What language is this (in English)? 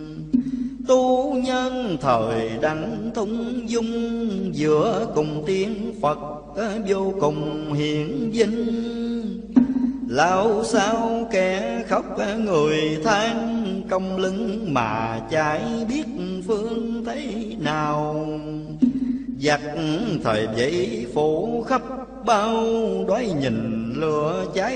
Vietnamese